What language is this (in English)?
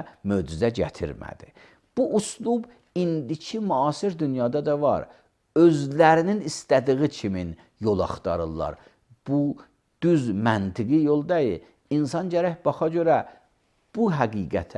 Azerbaijani